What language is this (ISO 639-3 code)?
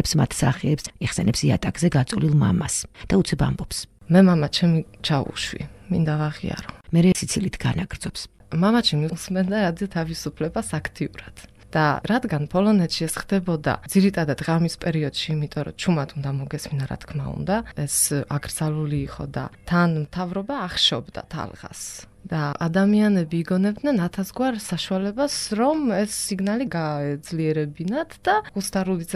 kat